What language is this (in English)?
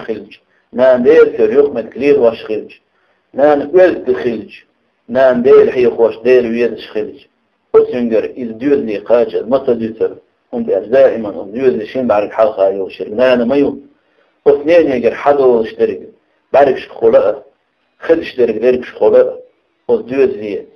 Chechen